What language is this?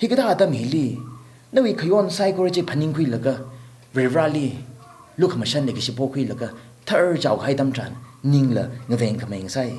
Tangkhul Naga (India)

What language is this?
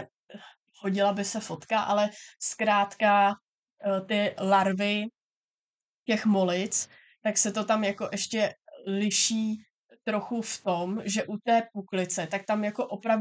Czech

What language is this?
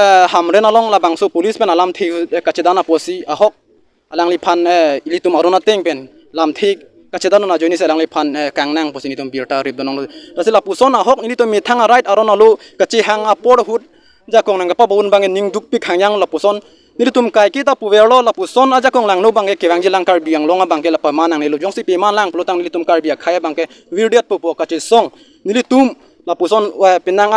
Karbi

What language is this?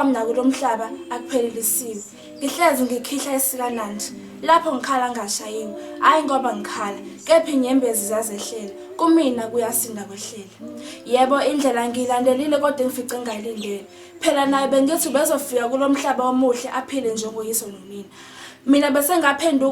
Zulu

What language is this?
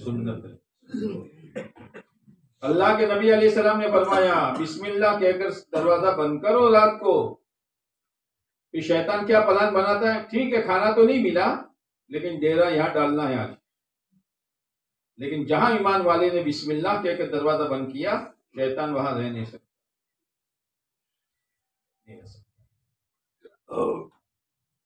Urdu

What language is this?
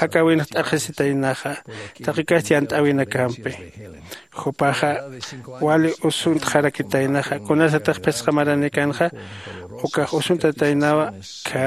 Aymara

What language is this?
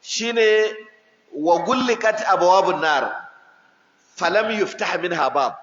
Hausa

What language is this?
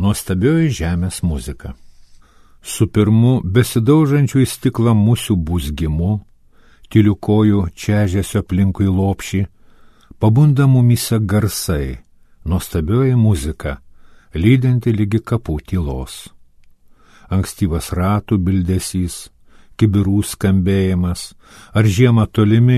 Lithuanian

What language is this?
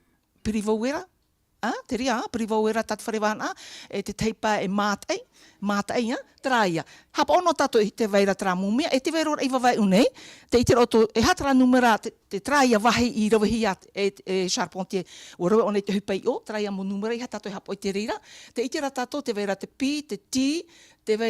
Tahitian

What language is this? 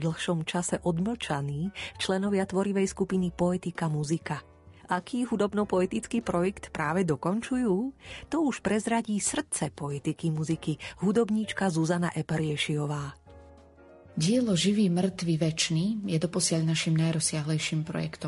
Slovak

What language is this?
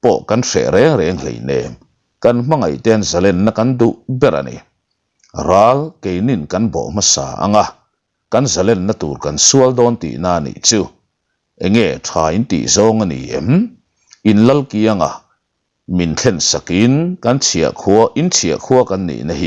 Mizo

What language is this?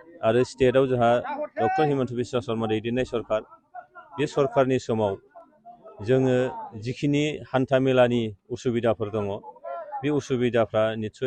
Bodo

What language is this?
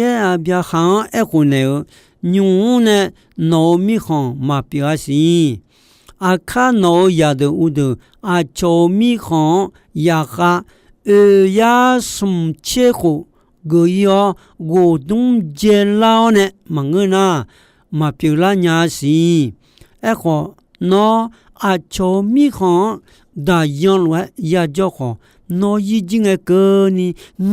Akha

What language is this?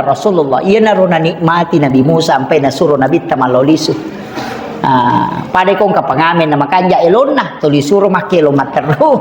Buginese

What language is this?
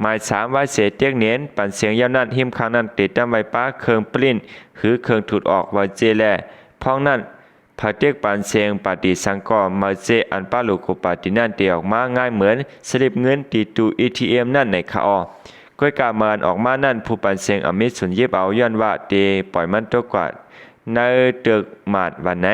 Shan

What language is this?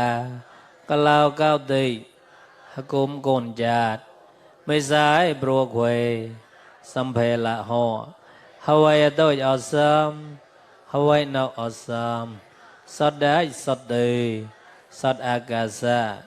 Mon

